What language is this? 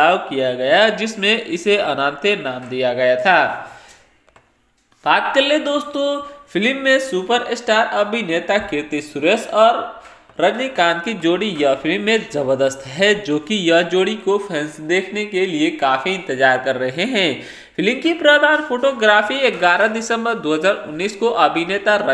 Hindi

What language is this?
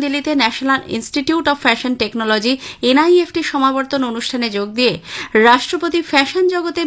Bangla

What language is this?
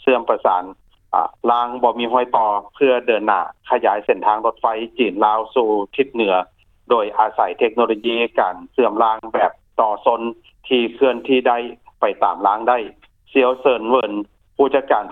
Lao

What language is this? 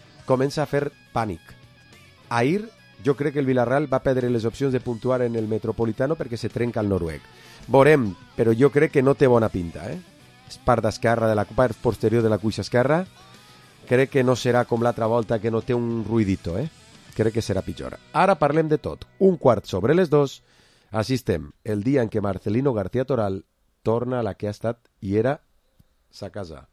Catalan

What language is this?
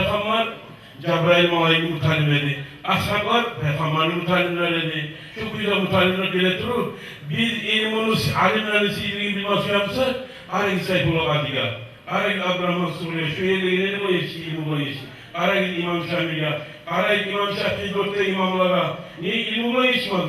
Kumyk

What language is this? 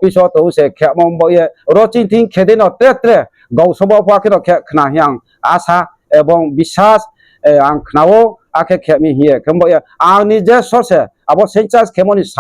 Riang (India)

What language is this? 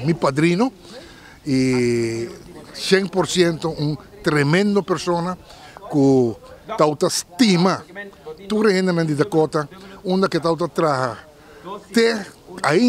Papiamento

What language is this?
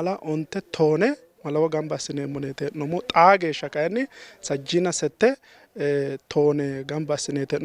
Sidamo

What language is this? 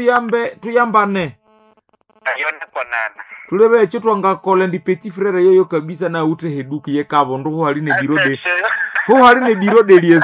Nande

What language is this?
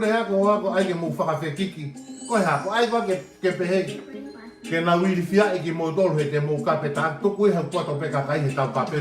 Tongan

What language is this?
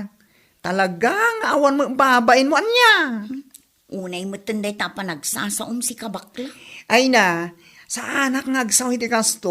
Iloko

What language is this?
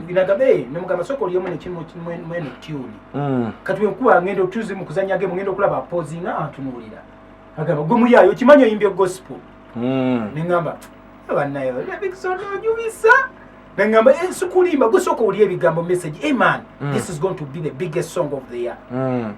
Ganda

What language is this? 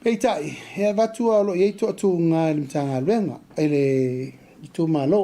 Samoan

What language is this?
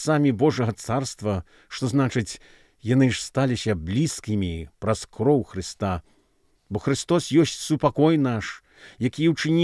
Belarusian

